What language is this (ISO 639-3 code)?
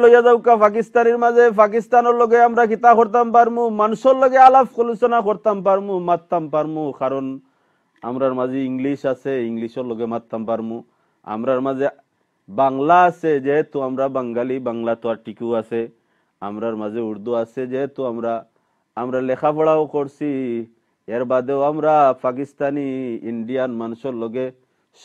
syl